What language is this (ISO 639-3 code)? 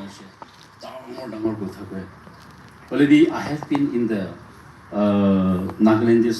nag